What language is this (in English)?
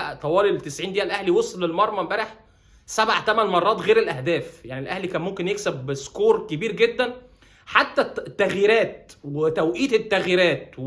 Egyptian Arabic